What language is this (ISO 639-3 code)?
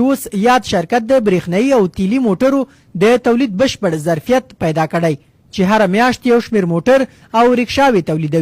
pus